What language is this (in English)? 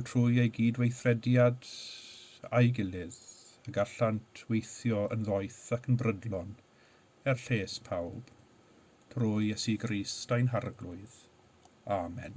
Welsh